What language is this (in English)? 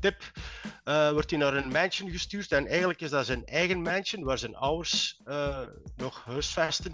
Dutch